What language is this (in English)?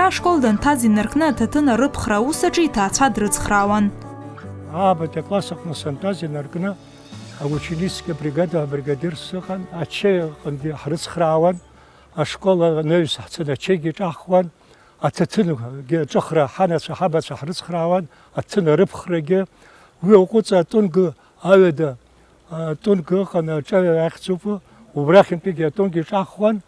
Abkhazian